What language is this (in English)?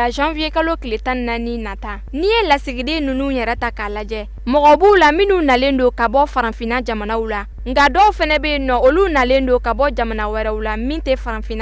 Bambara